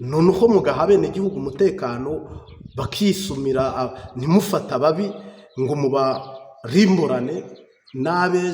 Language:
Kinyarwanda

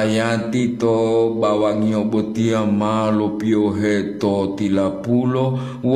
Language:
Gorontalo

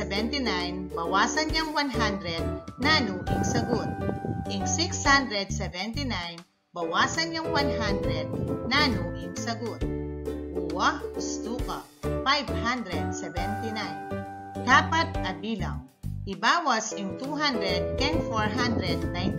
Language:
Pampanga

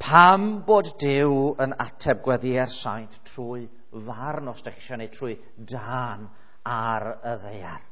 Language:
Welsh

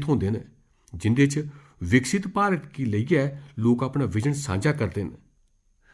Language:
Dogri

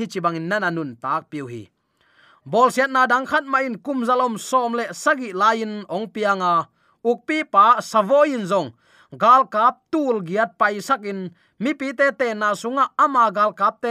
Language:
Tedim Chin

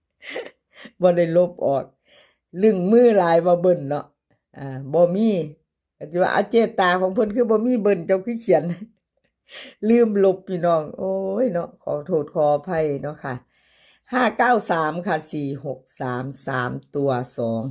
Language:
Lao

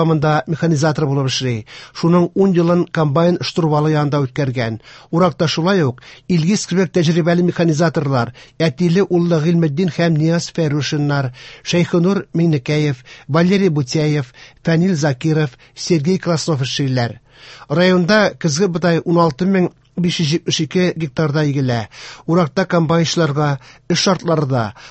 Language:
Tatar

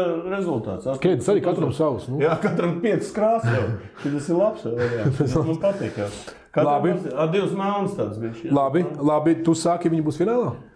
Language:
Latvian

